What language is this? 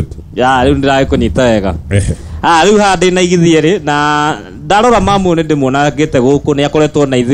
Kikuyu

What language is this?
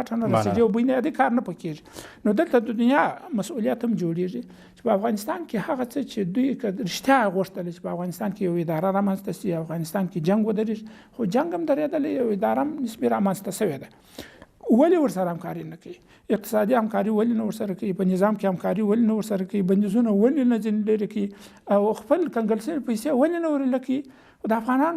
Pashto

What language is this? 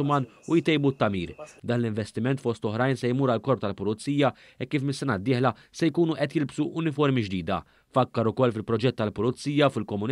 Maltese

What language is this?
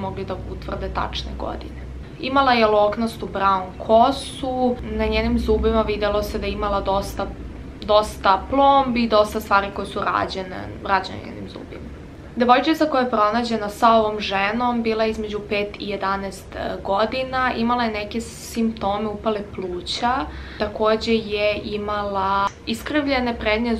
Serbian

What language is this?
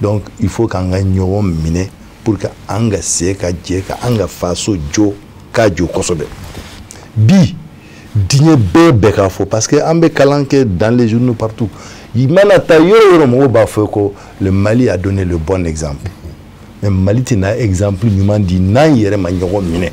Bambara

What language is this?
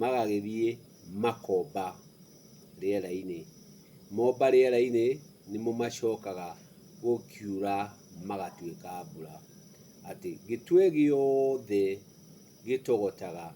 Kikuyu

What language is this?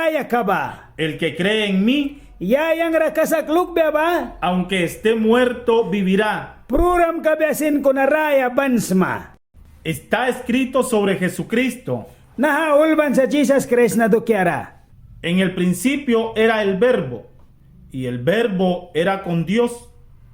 Mískito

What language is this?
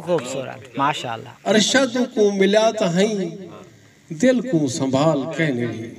Saraiki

